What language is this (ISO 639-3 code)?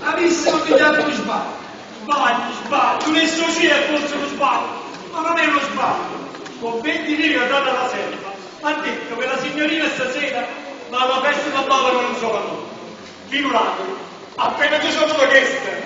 nap